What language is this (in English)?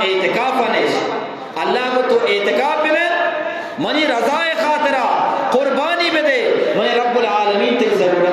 Eastern Balochi